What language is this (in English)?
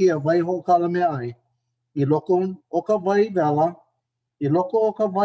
Hawaiian